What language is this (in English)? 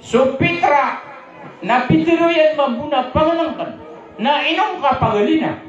Maranao